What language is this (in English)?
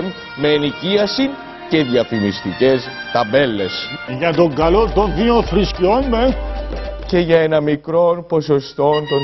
Greek